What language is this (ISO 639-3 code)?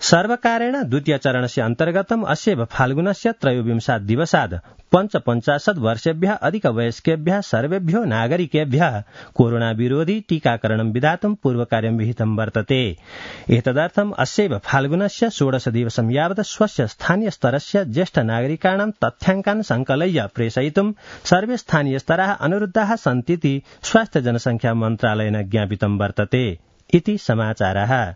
san